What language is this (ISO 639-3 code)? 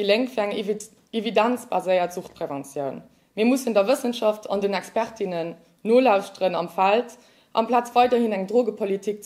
ltz